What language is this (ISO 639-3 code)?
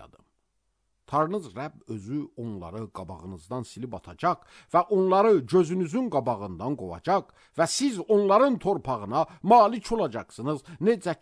aze